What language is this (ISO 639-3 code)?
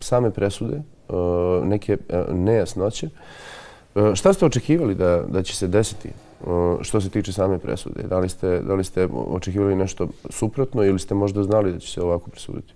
bos